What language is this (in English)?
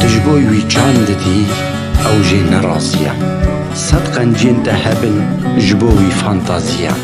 Kurdish